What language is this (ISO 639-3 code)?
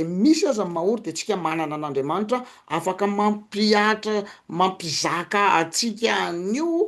mlg